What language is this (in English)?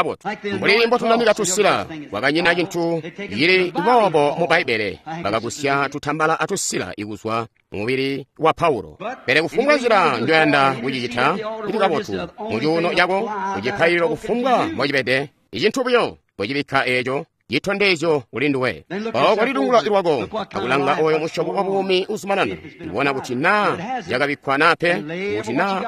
Tonga (Zambia)